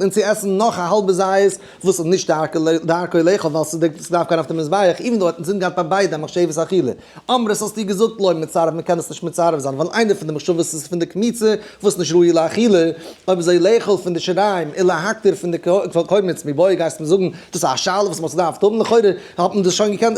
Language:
Yiddish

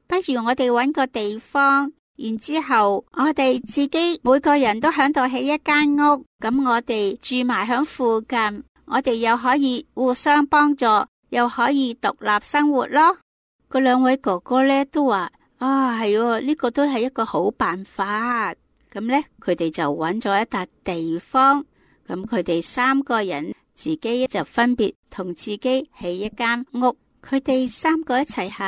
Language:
Cantonese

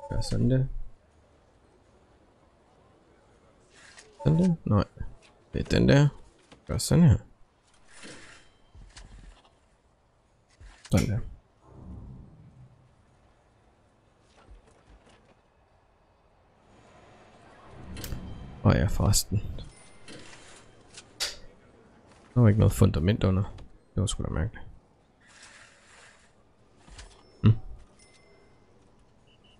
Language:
Danish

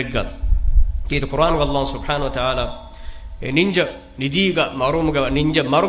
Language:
Divehi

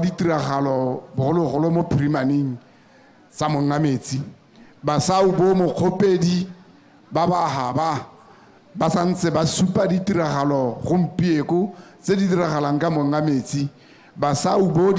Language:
Tswana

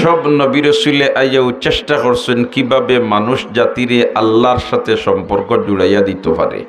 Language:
Sylheti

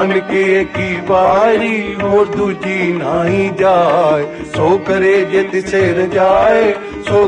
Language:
Punjabi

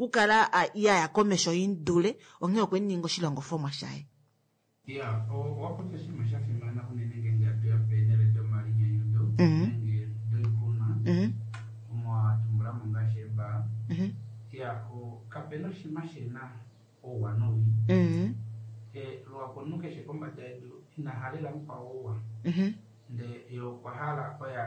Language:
Kuanyama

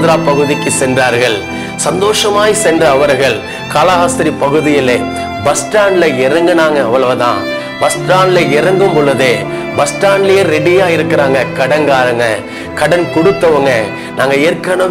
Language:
Tamil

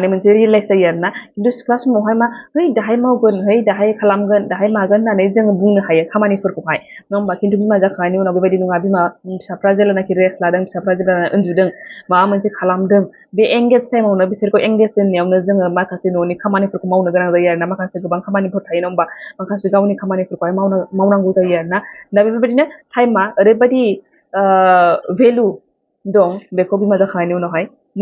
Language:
Bodo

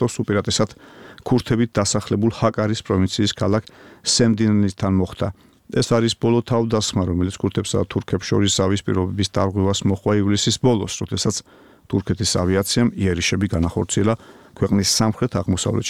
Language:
Georgian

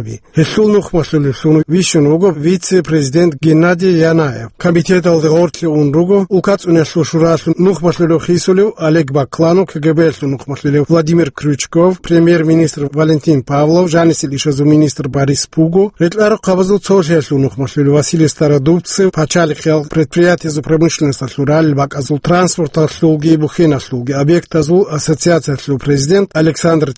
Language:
Avaric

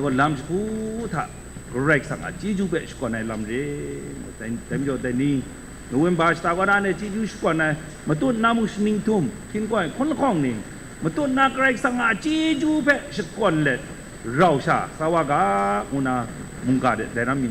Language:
Kachin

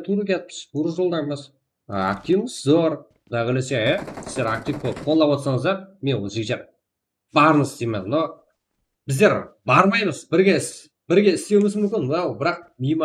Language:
Kara-Kalpak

